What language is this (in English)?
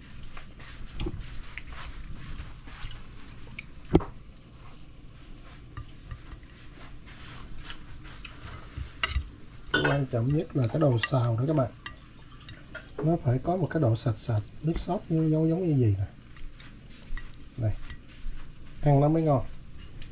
Vietnamese